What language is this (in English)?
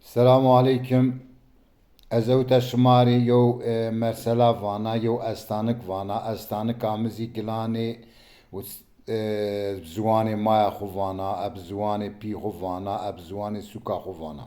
Zaza